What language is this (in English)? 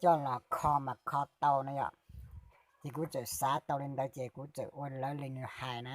Hmong